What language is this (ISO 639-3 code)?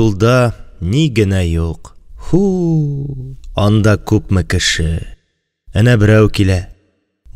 tat